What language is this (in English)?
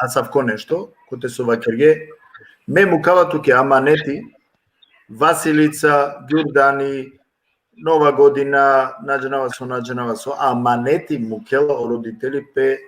Balkan Romani